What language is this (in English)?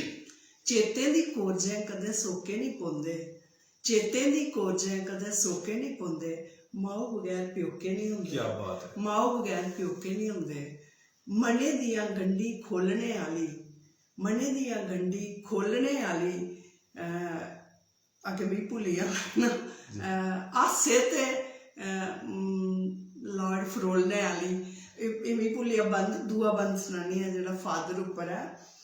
Dogri